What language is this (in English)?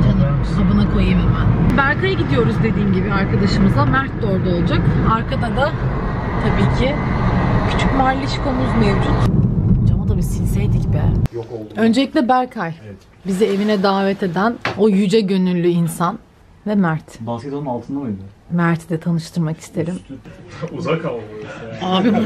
Turkish